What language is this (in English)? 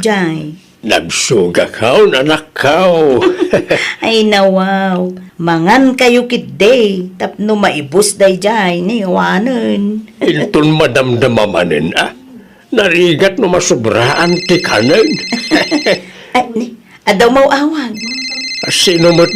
Iloko